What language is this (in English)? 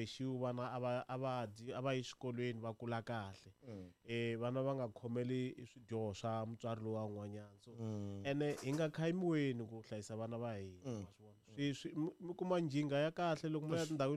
Tsonga